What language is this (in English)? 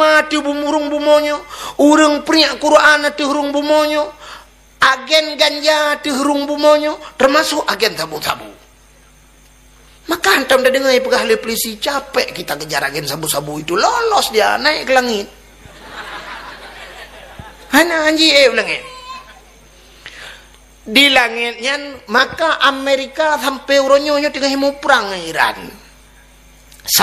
Achinese